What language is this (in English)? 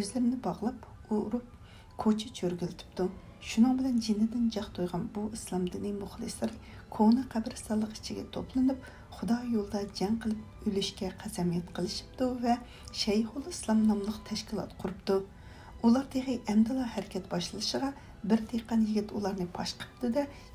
Uyghur